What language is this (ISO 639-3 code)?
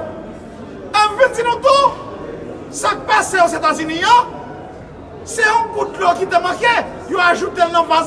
hat